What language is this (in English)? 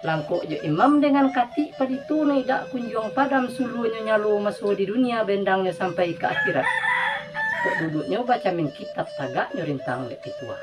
Minangkabau